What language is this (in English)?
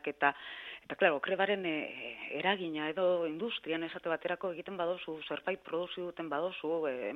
Basque